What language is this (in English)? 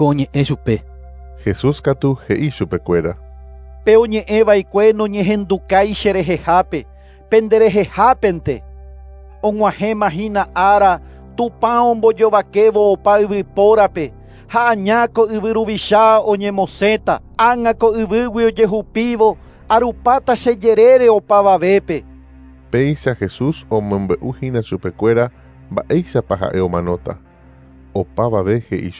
Guarani